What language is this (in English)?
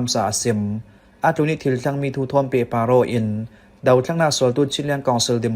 Falam Chin